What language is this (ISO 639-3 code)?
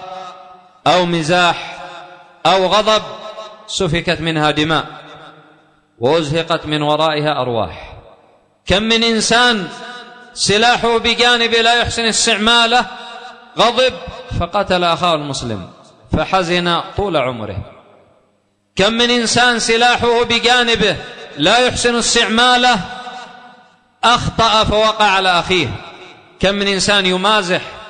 ara